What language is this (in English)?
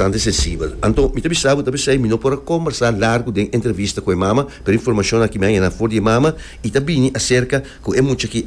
Papiamento